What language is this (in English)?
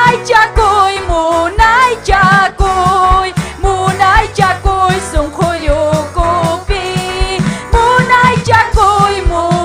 Ayacucho Quechua